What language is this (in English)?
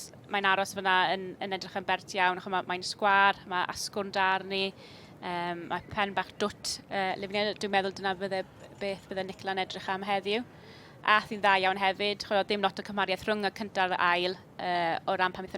Welsh